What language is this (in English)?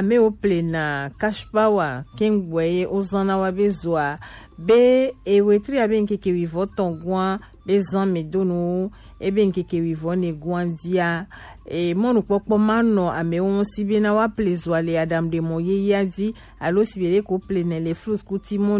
Gen